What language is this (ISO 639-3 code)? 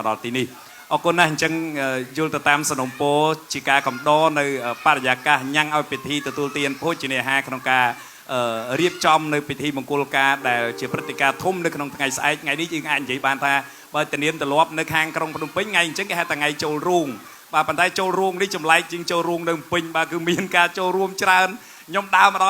khm